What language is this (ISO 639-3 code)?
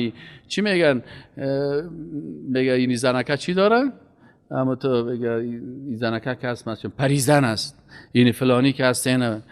fas